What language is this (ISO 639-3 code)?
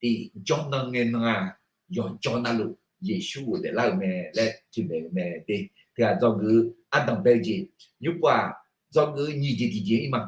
ahk